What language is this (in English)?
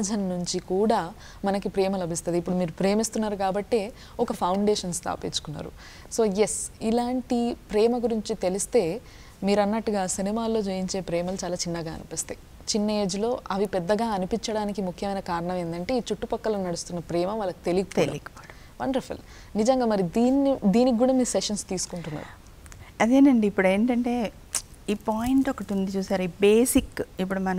Telugu